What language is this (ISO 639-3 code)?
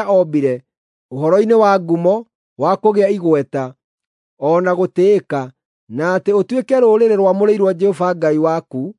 kik